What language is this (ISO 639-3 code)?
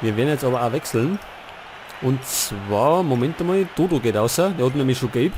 bar